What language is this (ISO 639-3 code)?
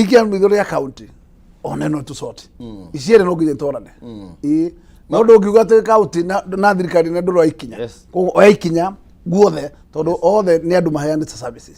kik